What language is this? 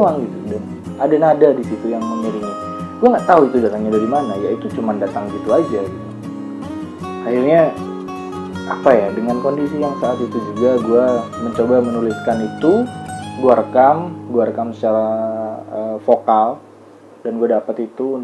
Indonesian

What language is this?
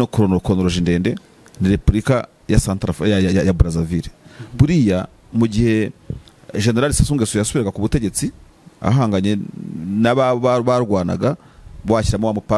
Kinyarwanda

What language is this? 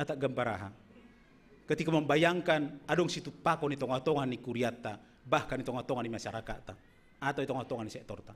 Batak Simalungun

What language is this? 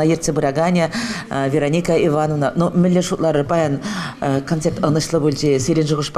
Chuvash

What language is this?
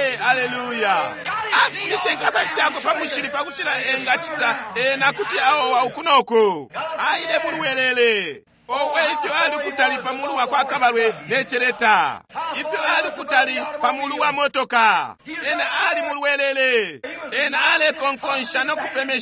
Bemba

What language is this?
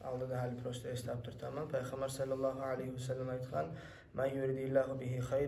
Kumyk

